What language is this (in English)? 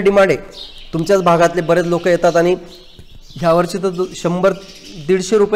Marathi